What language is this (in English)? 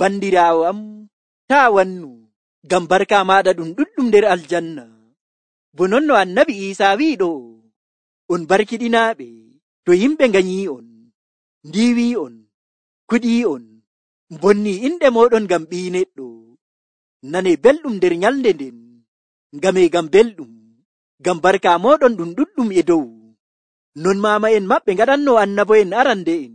Nigerian Fulfulde